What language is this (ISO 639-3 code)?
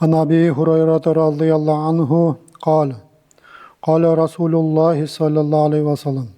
nog